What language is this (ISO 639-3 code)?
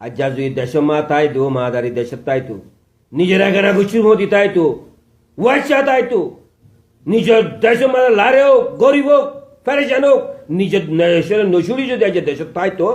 rhg